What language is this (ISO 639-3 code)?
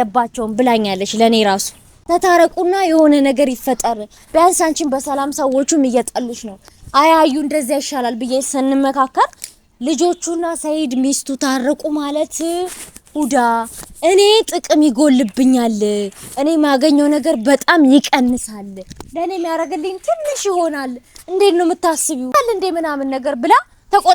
amh